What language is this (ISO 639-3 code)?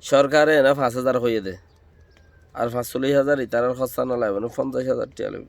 rhg